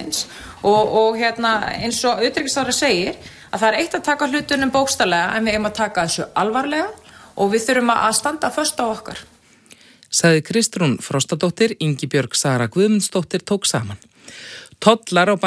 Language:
Icelandic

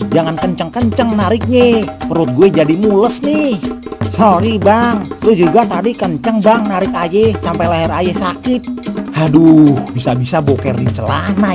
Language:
Betawi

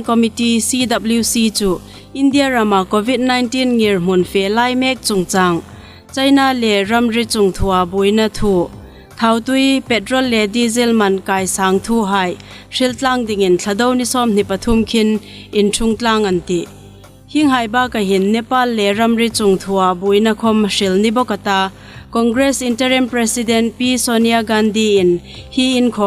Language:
Hmar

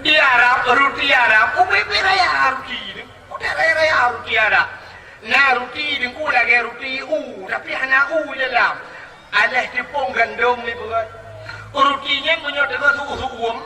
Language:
Achinese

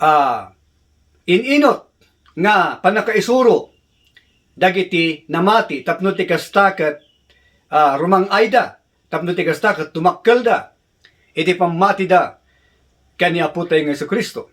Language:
Iloko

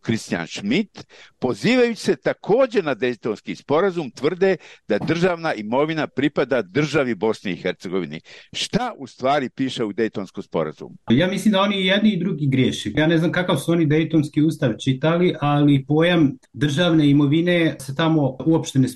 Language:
Bosnian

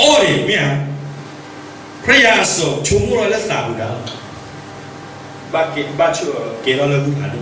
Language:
S'gaw Karen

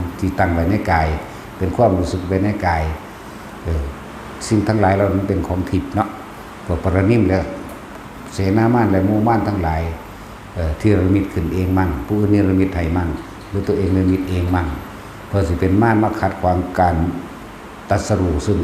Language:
Northeastern Thai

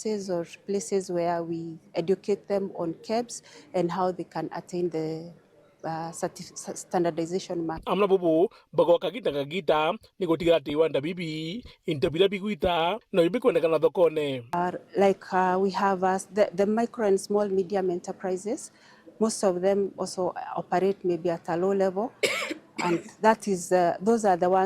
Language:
Meru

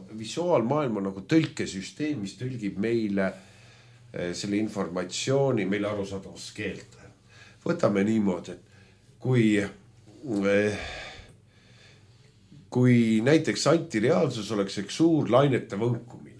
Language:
Estonian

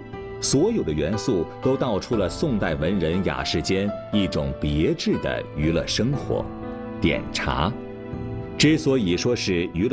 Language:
Chinese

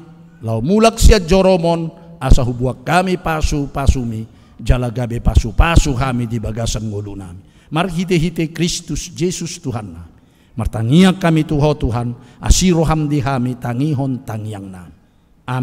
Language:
Batak Toba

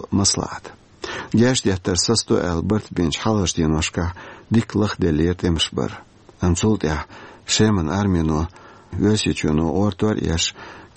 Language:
Chechen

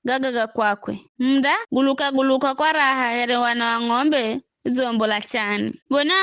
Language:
Giryama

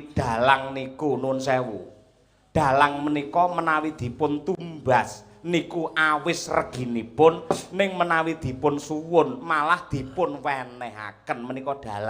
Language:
Javanese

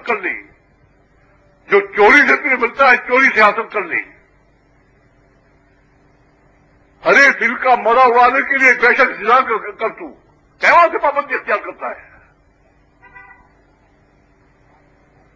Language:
Urdu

